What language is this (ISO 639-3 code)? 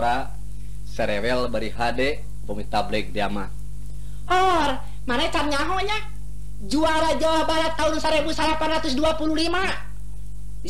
sun